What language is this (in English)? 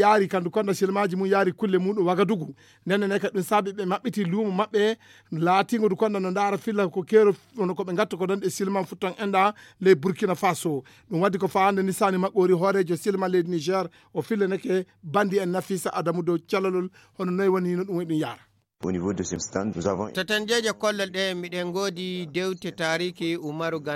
Fula